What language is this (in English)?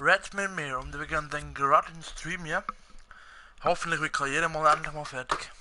Swiss German